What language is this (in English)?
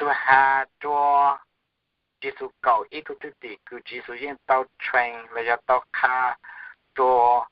Hmong